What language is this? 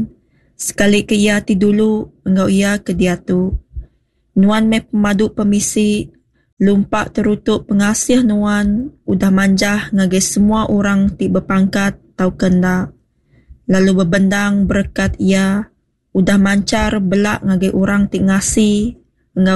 Iban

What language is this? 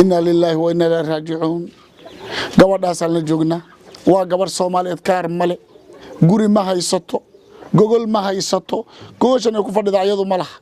Somali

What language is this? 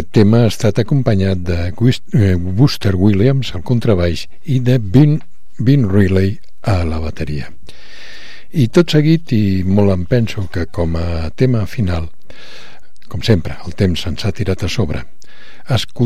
Catalan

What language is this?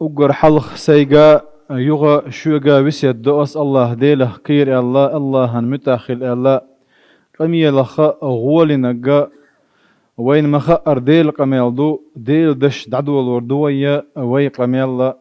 Chechen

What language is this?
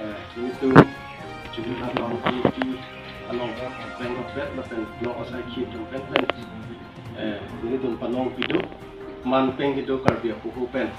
Karbi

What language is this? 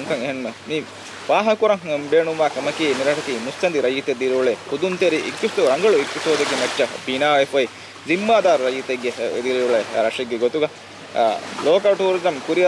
Divehi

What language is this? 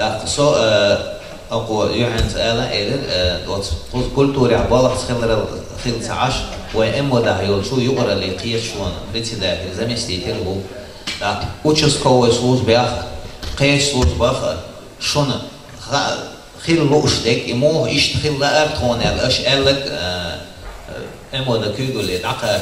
Chechen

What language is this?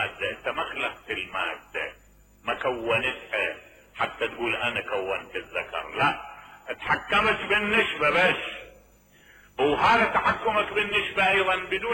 Mesopotamian Arabic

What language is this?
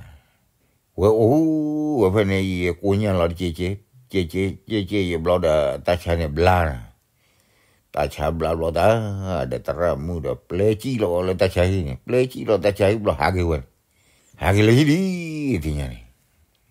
S'gaw Karen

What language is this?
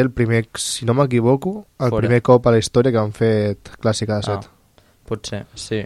Catalan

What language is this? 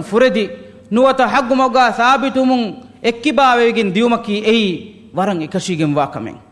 Divehi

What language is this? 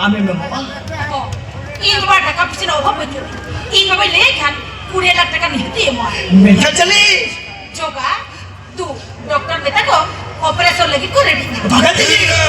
Santali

